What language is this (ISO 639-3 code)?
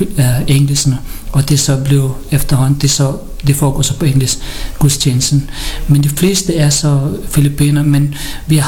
dan